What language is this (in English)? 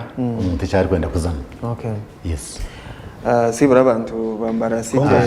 Nyankole